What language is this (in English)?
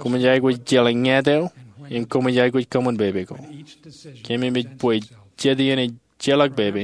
Marshallese